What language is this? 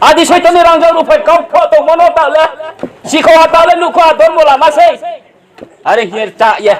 Riang (India)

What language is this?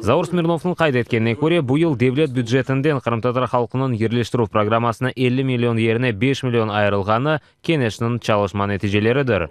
Crimean Tatar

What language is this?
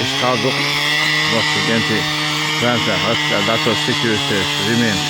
Chechen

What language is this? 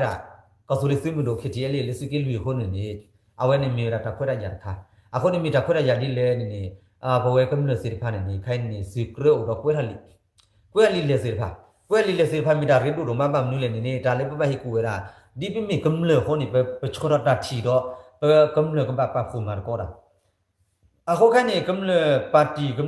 S'gaw Karen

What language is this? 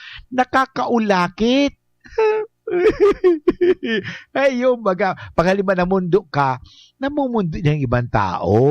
Bikol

